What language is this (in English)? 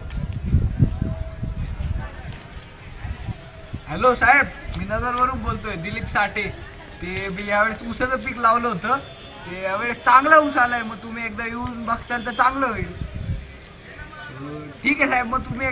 Marathi